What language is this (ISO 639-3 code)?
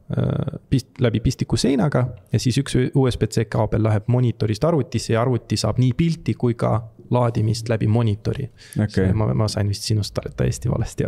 est